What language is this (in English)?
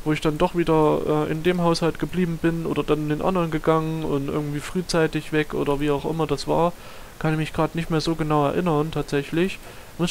German